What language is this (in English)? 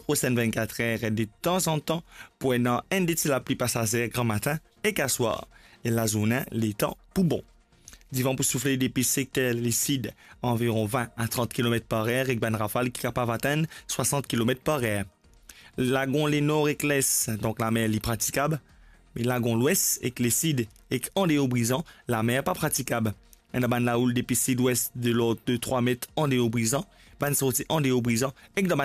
Morisyen